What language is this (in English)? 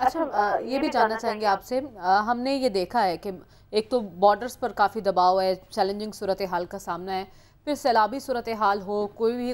Urdu